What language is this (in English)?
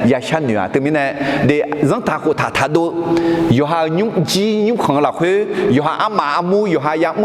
Akha